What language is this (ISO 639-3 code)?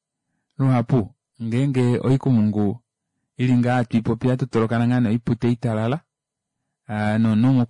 kua